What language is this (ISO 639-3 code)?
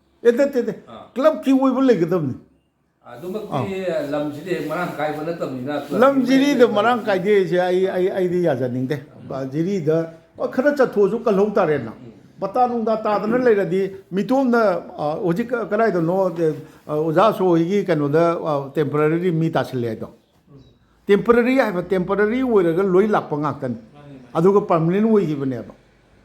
mni